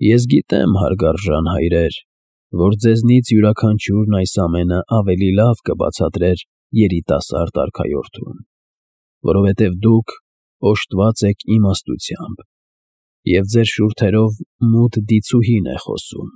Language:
Armenian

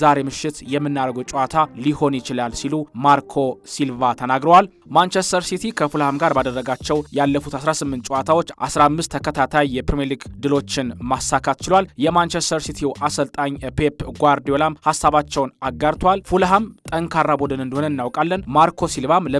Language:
Amharic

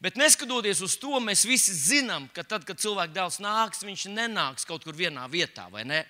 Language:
Latvian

